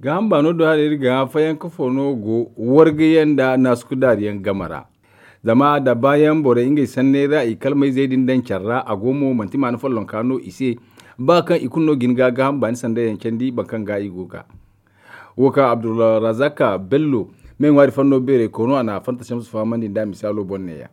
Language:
Zarma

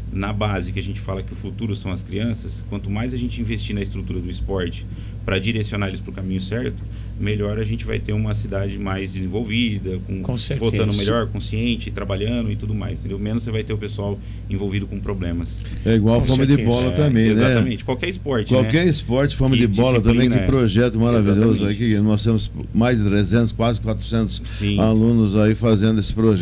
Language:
Portuguese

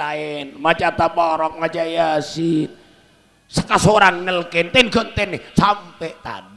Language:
Madurese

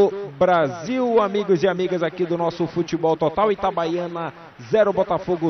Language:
Portuguese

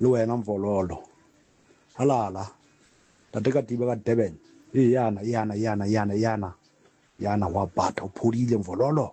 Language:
Southern Sotho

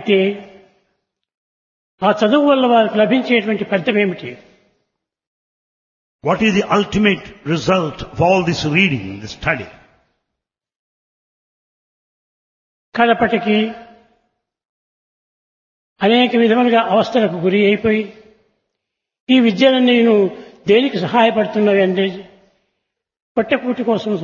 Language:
Telugu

